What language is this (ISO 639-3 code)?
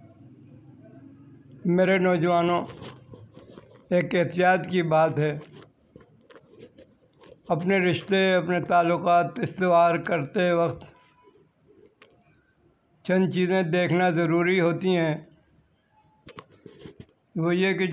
urd